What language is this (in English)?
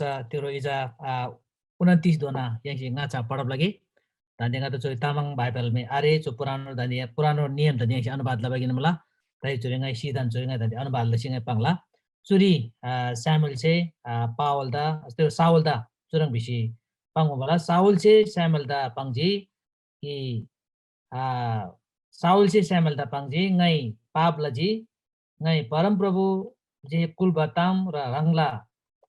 Eastern Tamang